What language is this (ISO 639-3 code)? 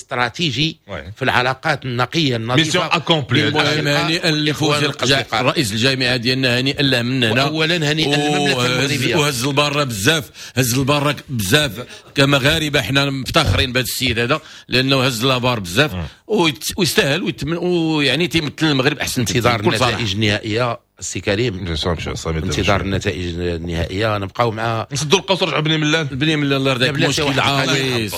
ary